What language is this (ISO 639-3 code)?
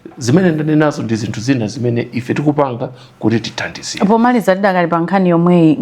nya